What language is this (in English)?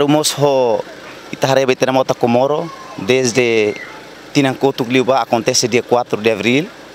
Tetum